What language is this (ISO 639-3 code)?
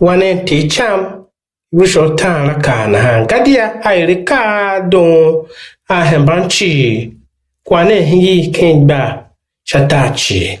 tiv